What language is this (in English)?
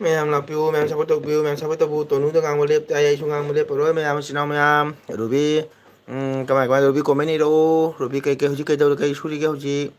Manipuri